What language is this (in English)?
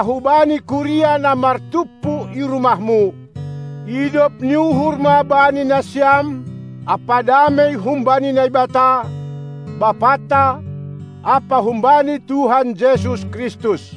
Batak Simalungun